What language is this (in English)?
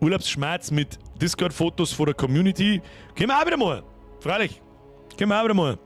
Bavarian